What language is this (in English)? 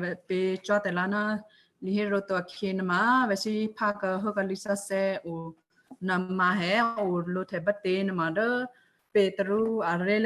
Western Kayah